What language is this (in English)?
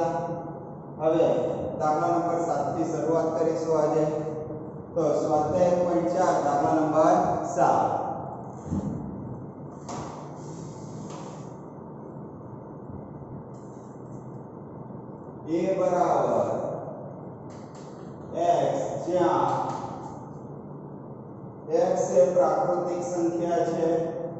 Gujarati